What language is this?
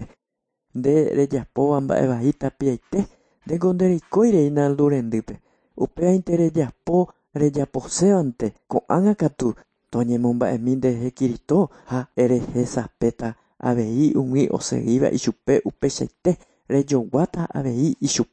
Guarani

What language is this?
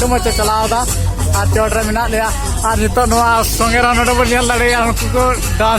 Santali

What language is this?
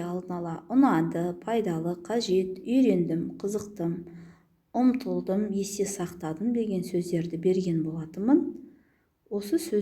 Kazakh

